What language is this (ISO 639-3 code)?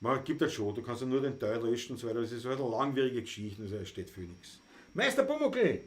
bar